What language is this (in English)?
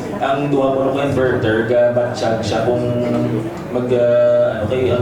Hiligaynon